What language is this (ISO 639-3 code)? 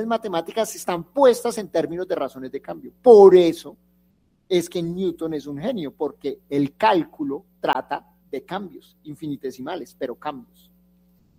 spa